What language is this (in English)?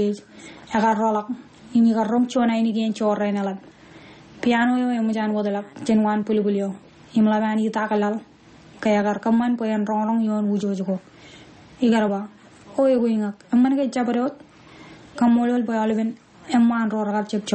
Marshallese